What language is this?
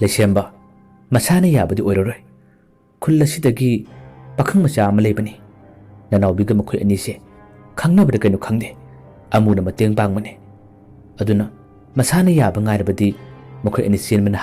Manipuri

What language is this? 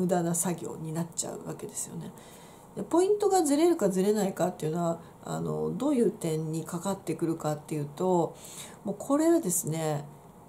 Japanese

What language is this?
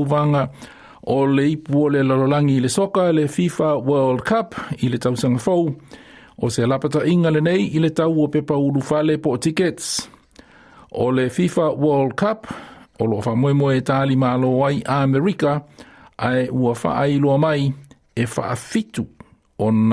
Samoan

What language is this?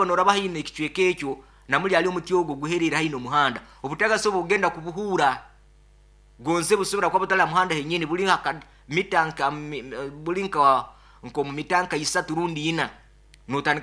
Nyoro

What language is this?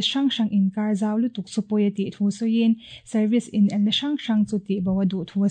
Mizo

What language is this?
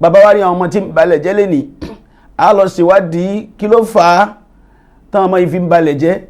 Yoruba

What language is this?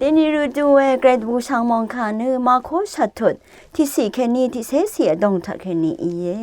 Rawang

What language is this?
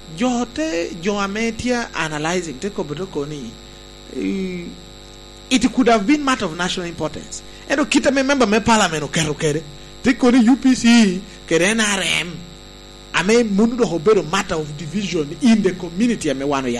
Lango (Uganda)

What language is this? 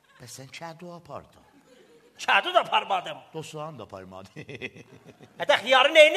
South Azerbaijani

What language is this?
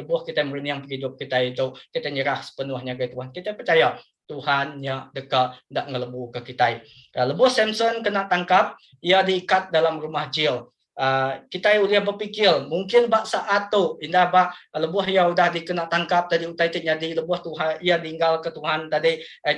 Iban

